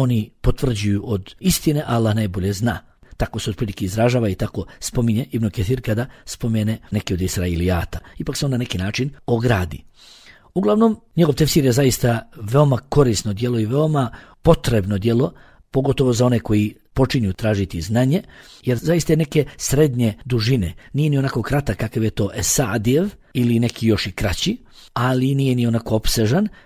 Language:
Bosnian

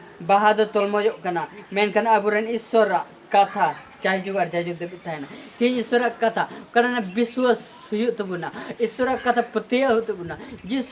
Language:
Santali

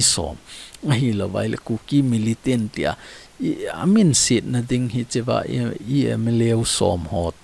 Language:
Thado Chin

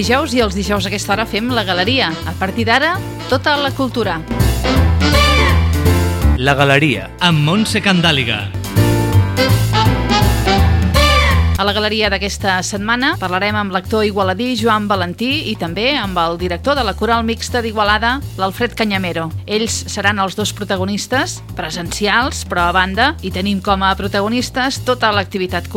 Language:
Catalan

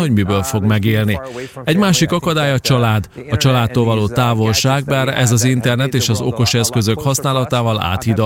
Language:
Hungarian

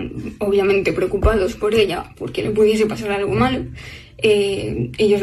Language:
Spanish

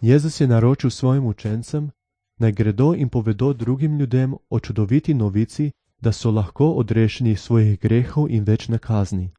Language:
Slovenian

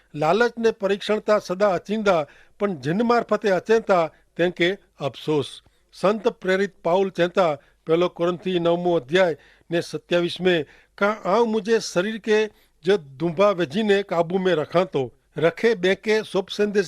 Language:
Kachhi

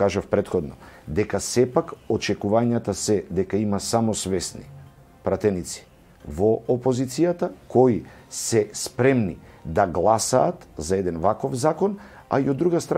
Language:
Macedonian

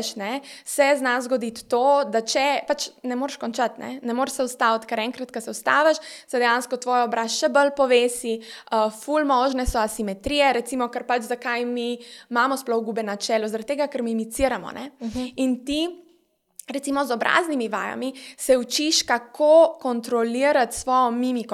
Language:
Slovenian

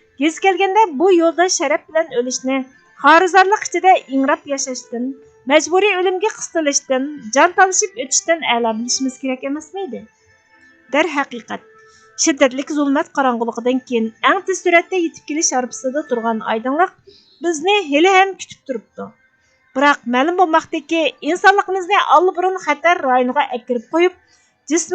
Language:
Uyghur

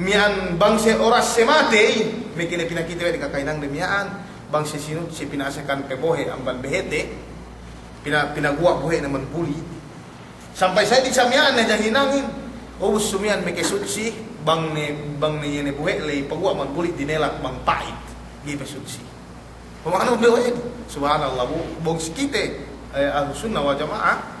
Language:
Yakan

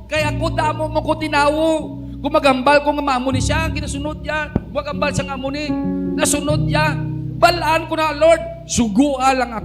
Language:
Hiligaynon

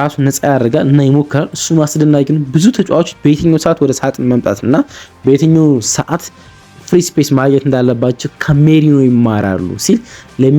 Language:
Amharic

